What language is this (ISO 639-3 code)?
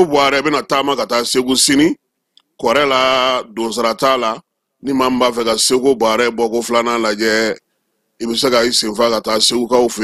bam